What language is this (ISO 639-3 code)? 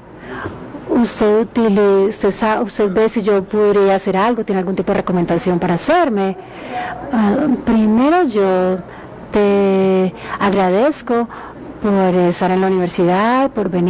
spa